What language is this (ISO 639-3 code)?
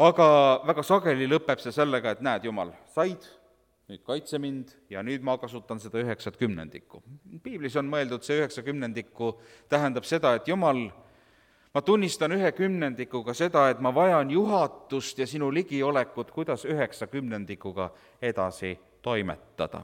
est